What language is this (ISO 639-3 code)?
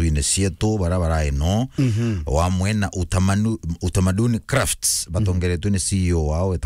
mer